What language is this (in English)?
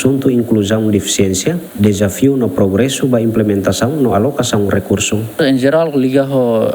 Tetum